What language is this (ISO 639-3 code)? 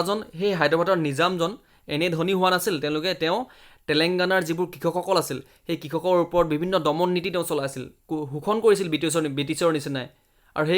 asm